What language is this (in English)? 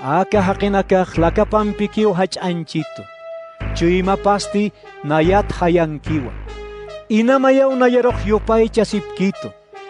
Aymara